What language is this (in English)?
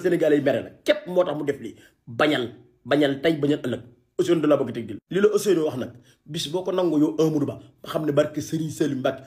Wolof